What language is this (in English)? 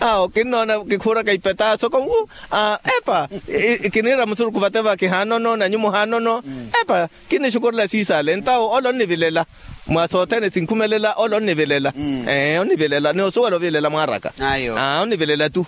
Makhuwa